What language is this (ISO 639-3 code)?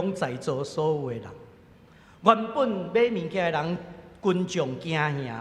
nan